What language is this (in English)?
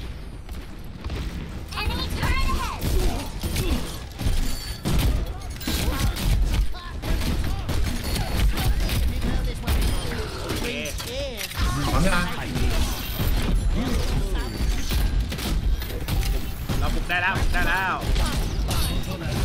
Thai